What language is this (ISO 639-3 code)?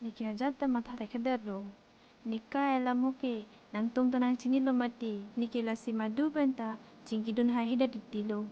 mjw